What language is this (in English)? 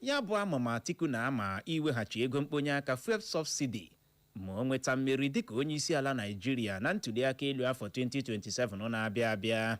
Igbo